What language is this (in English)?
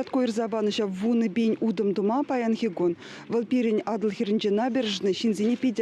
Chuvash